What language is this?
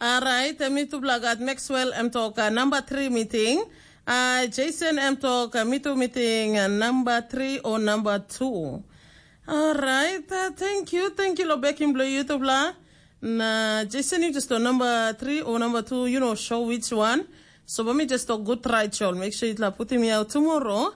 Tok Pisin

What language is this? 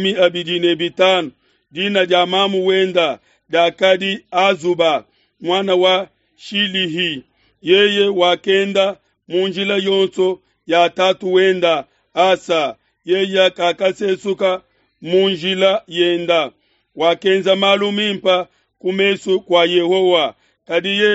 Luba-Lulua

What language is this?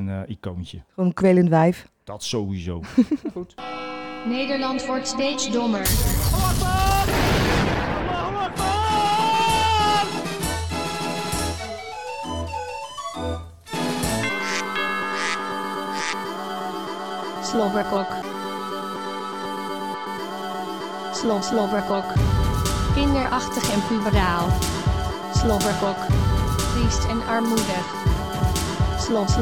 Dutch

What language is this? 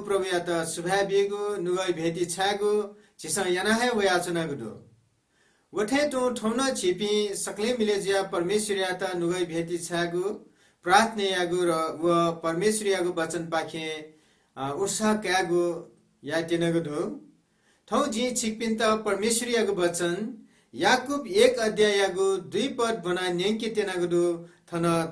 Newari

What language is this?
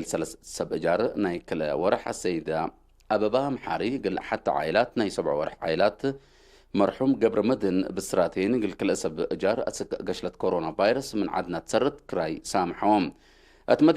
Tigre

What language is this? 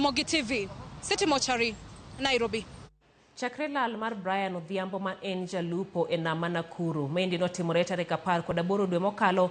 Luo (Kenya and Tanzania)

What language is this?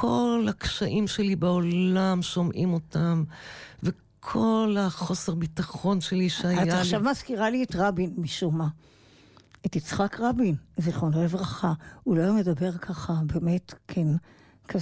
Hebrew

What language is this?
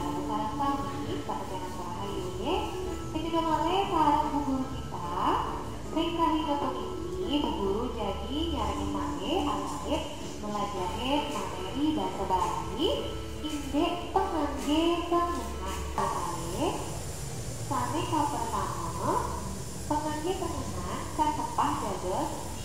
Balinese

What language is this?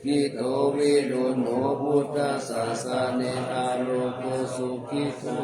Pali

